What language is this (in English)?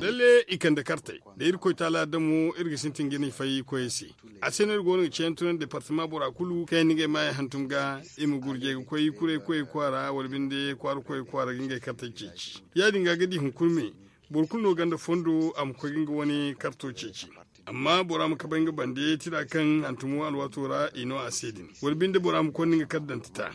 Zarma